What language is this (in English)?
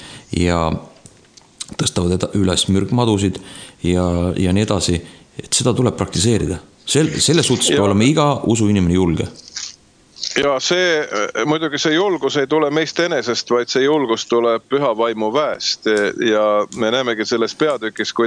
Estonian